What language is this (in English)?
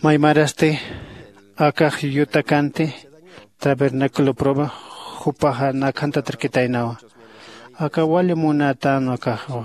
Aymara